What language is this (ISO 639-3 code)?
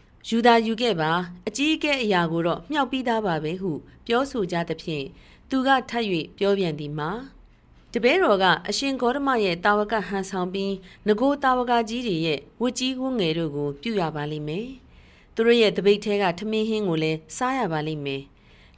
mya